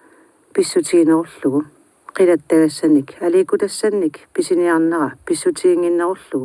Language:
Kalaallisut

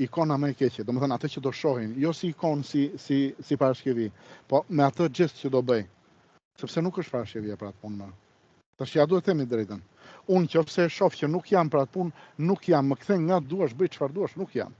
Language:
Albanian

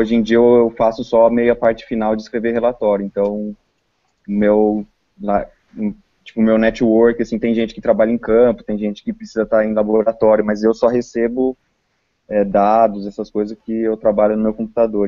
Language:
Portuguese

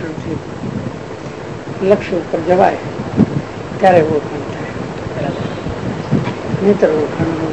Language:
Gujarati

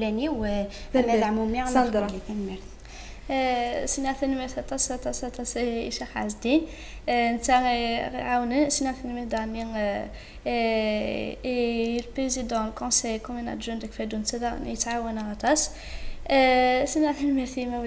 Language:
Kabyle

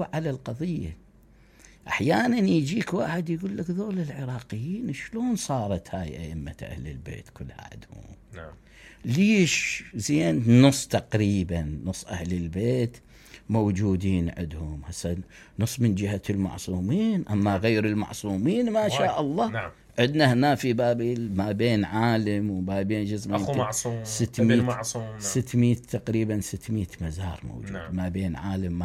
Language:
Mesopotamian Arabic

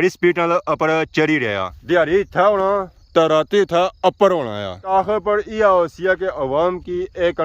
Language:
Pahari-Potwari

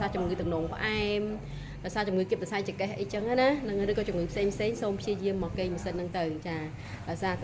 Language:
Khmer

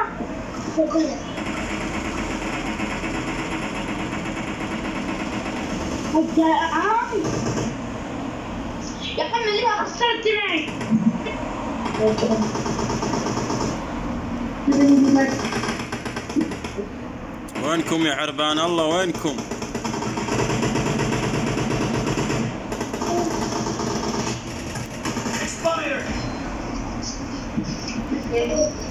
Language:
Arabic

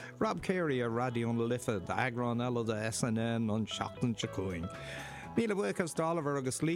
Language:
Irish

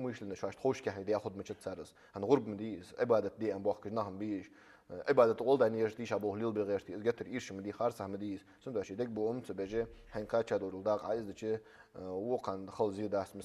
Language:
Ingush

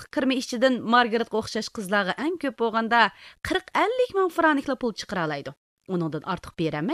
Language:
Uyghur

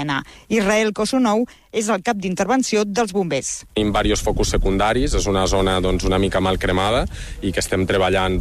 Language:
Catalan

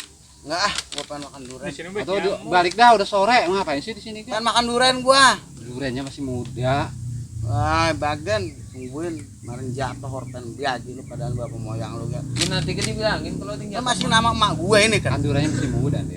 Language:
Betawi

